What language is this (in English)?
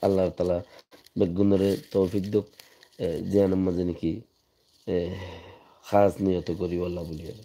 Rohingya